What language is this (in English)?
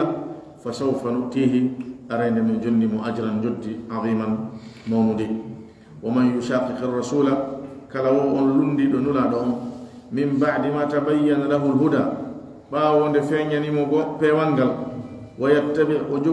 Pular